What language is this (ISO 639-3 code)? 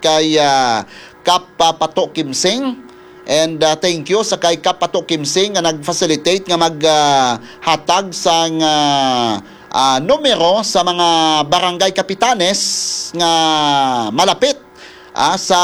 hil